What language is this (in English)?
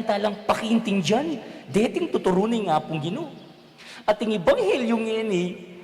Pampanga